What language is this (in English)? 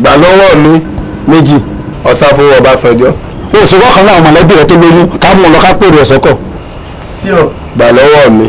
Yoruba